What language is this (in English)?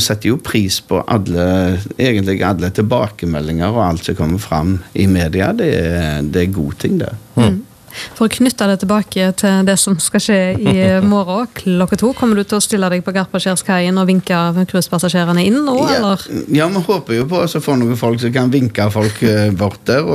Norwegian